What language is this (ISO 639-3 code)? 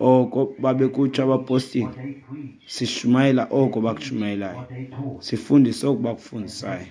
xho